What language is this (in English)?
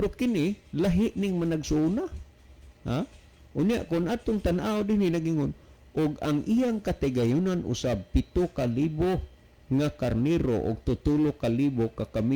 Cebuano